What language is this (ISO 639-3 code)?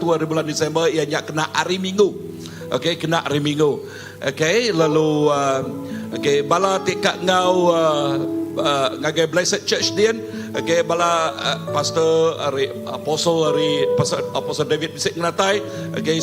iba